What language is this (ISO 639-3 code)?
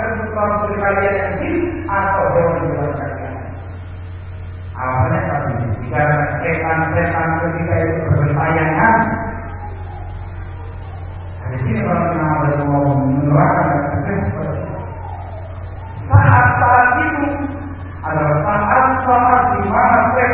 ind